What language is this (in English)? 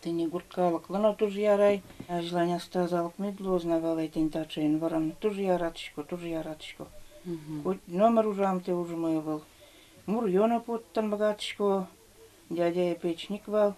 Udmurt